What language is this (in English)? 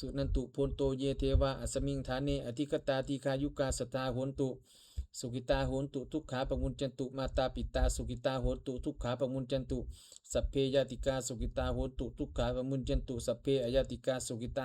Pali